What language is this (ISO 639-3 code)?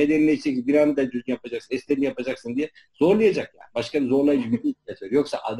tur